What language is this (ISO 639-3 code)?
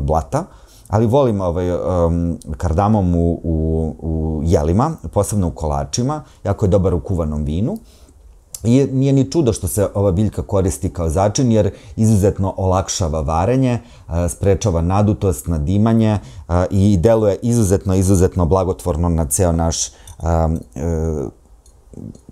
srp